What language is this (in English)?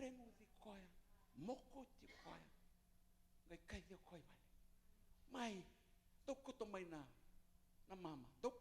Fijian